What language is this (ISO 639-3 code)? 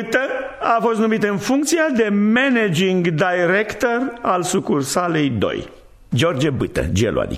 ron